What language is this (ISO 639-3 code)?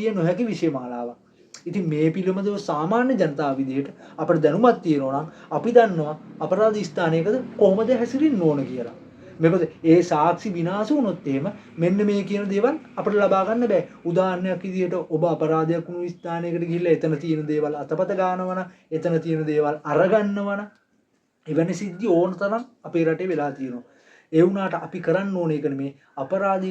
sin